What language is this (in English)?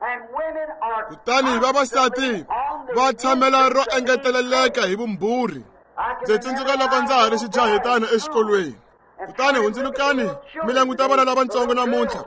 Tsonga